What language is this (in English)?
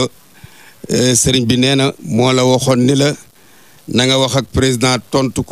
Wolof